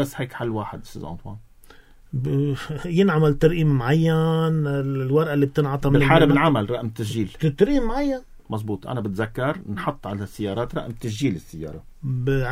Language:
North Levantine Arabic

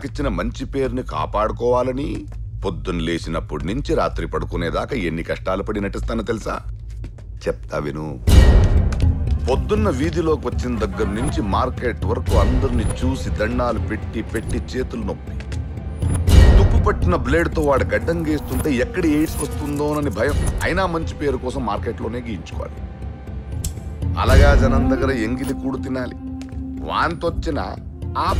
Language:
Telugu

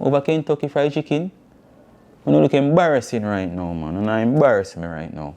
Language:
Jamaican Creole English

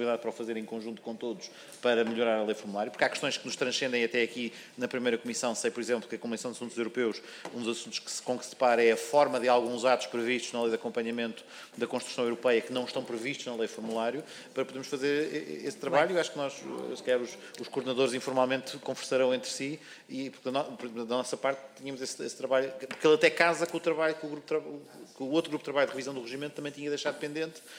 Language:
Portuguese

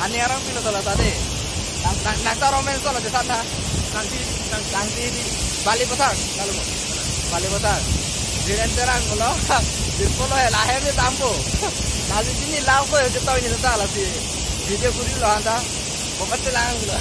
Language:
Karbi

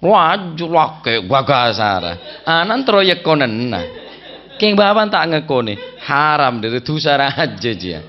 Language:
Madurese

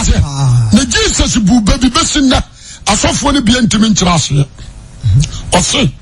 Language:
Akan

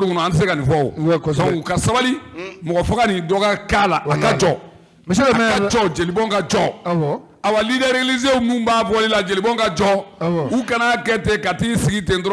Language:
Bambara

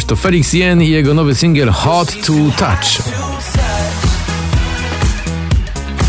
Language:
Polish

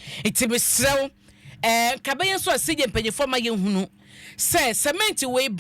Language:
Akan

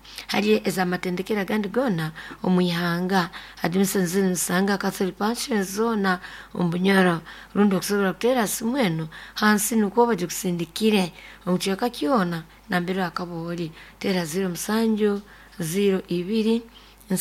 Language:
Nyoro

